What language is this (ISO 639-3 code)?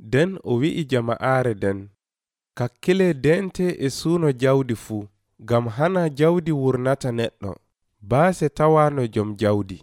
fuv